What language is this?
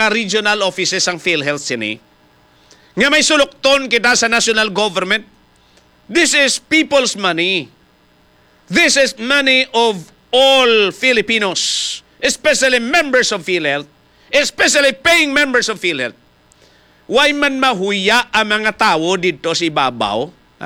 Hiligaynon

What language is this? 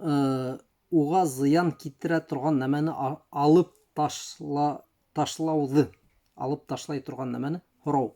Bashkir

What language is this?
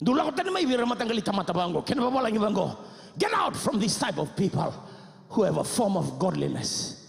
Fijian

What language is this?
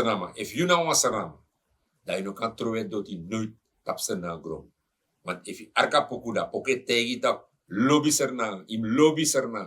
Sranan Tongo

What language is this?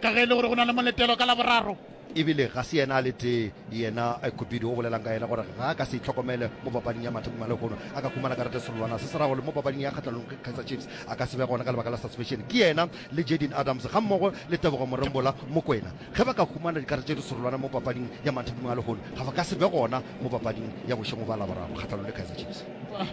Northern Sotho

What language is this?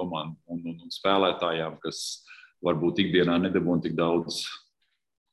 Latvian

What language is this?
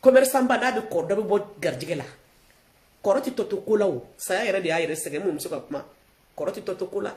Bambara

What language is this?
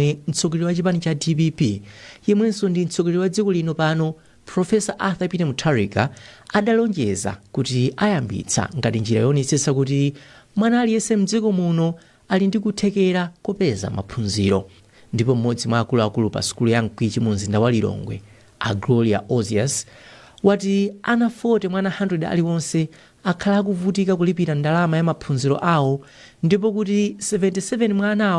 Nyanja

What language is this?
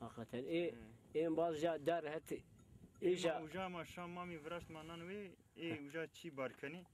Zaza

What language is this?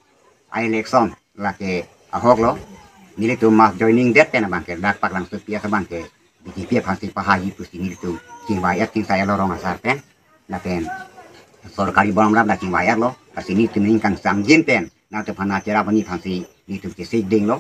Karbi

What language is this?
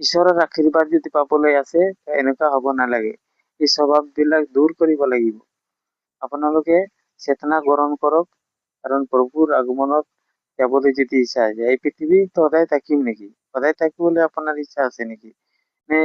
Assamese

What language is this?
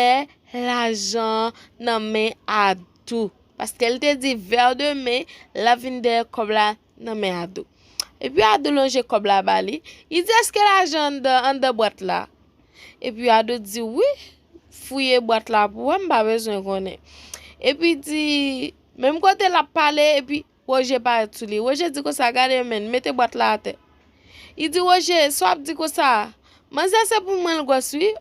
Haitian Creole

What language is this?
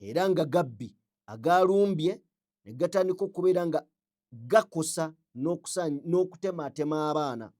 Ganda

